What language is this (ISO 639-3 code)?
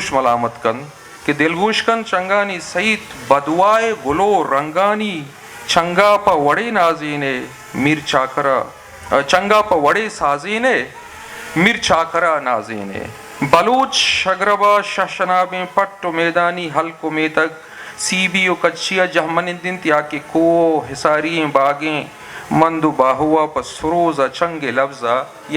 bgp